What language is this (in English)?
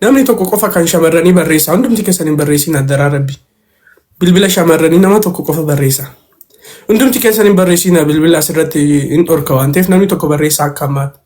Oromo